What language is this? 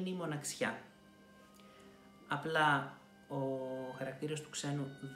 Greek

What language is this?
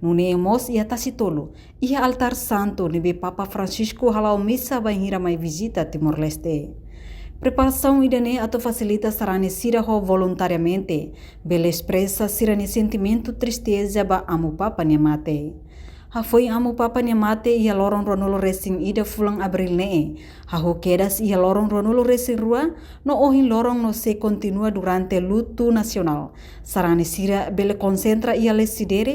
Tetum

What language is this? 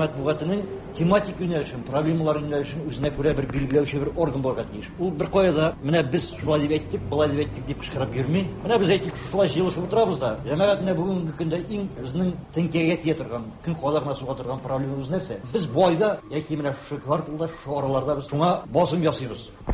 Tatar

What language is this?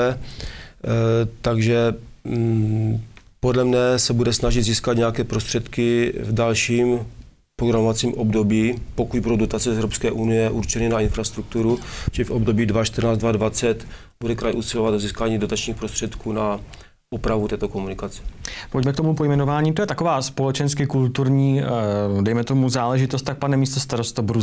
Czech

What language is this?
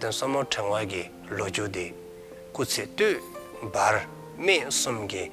Dzongkha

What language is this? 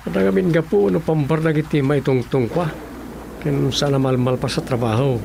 Iloko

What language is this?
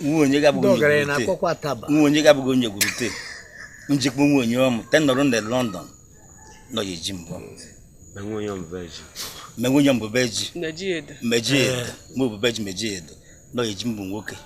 Igbo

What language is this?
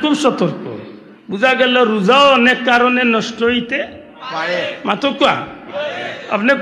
Sylheti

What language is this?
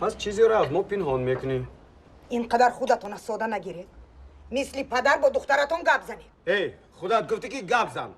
Tajik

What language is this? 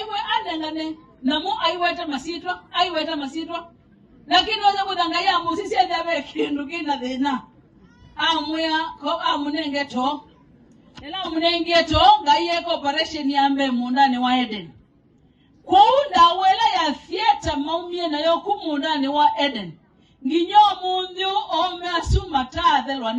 Kamba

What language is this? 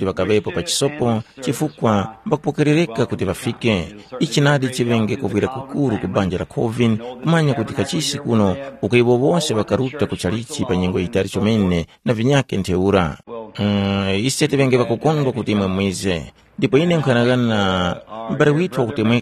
Tumbuka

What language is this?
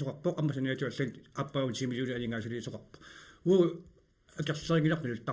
Kalaallisut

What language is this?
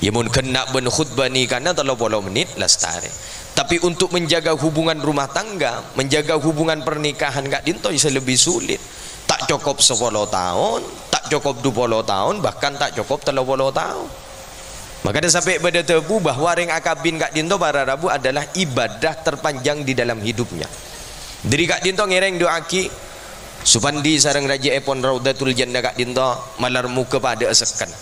Madurese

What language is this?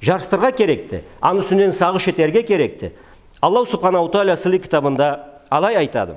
Karachay-Balkar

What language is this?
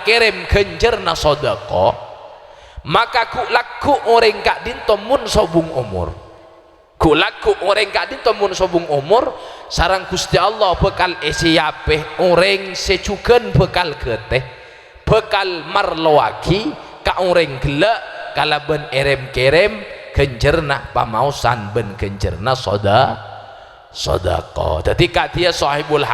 Madurese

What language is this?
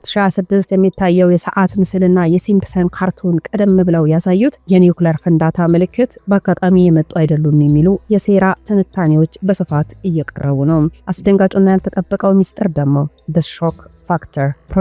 Amharic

